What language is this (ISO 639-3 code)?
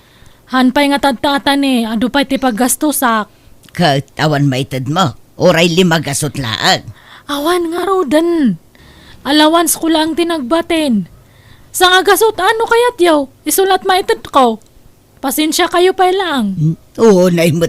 ilo